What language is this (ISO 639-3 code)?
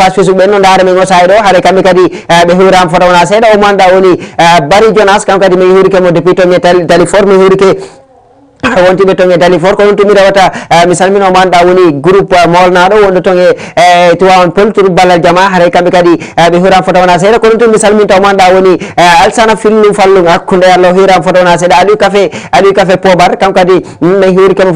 ful